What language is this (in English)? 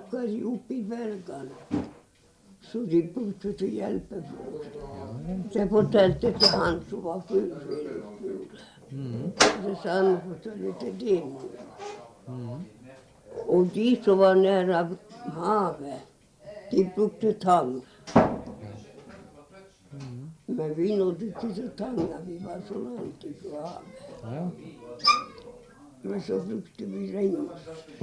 Norwegian